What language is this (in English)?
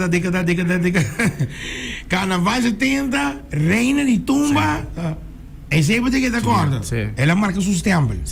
Papiamento